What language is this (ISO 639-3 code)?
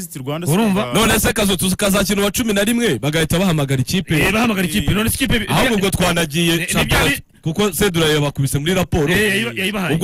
kin